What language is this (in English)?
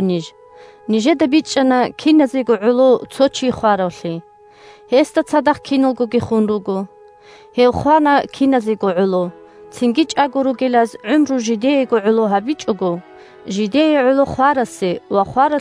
Avaric